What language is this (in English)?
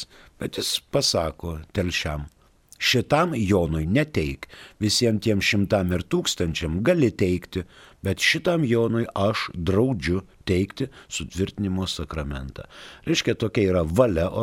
Lithuanian